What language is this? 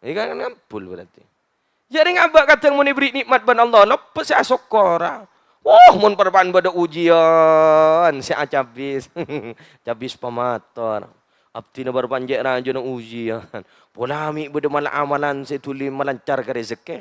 Madurese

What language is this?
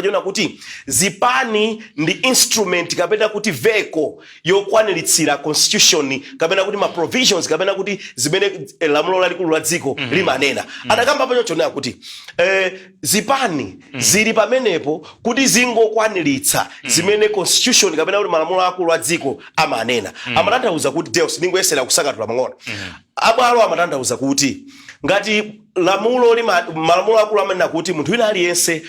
Nyanja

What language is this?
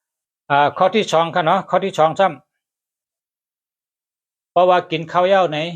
Shan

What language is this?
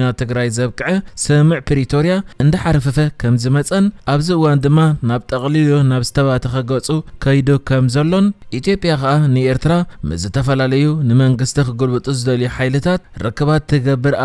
Tigrinya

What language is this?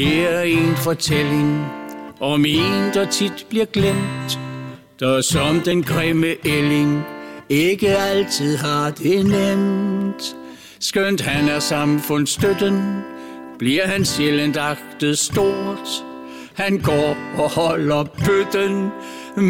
Danish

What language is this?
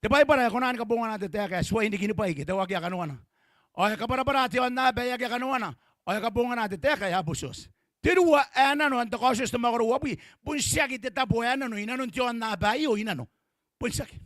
Gilbertese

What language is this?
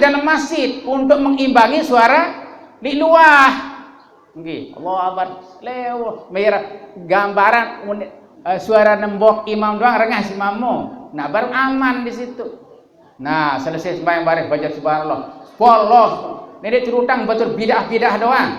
Sasak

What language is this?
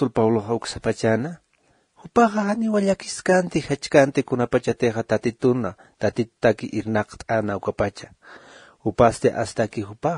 Aymara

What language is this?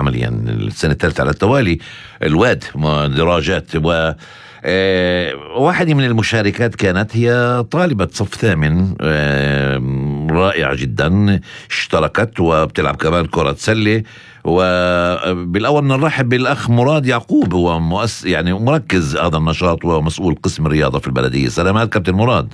North Levantine Arabic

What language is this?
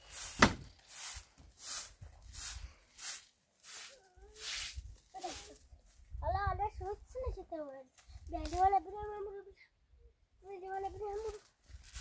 Persian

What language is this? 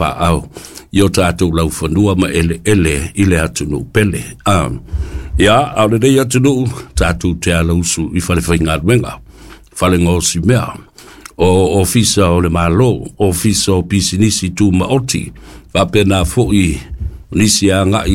Samoan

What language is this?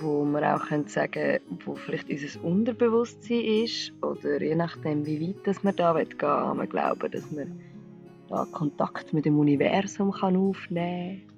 Swiss German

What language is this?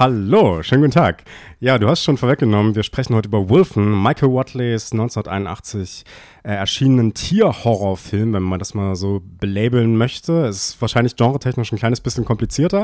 German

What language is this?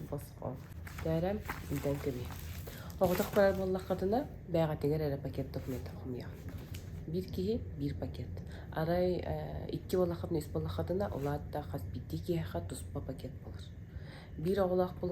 Yakut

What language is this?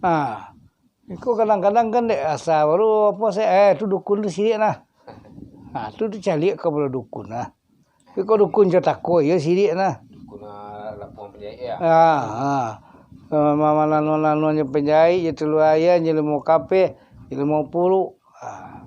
Minangkabau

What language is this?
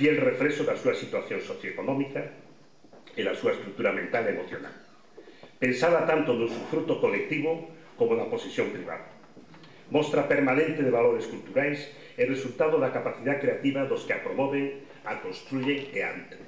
Galician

